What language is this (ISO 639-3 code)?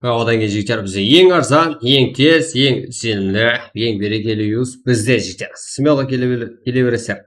kaa